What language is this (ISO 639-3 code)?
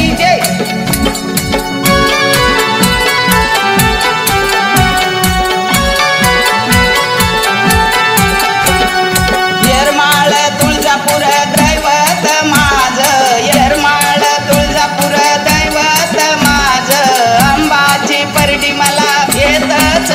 mar